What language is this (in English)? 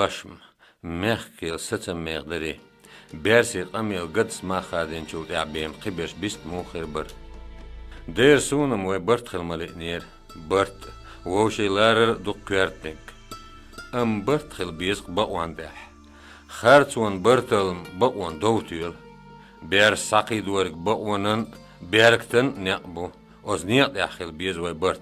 Chechen